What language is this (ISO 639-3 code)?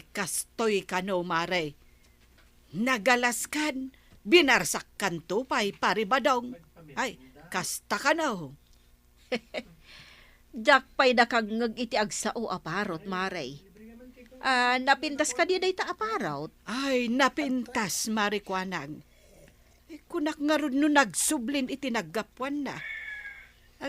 ilo